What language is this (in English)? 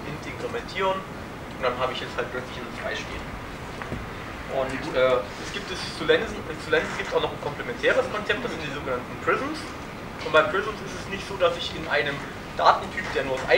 German